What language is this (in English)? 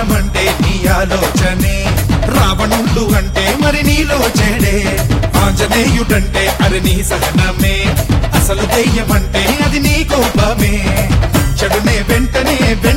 Telugu